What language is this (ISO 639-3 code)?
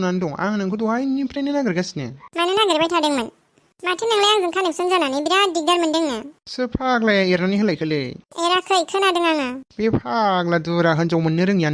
brx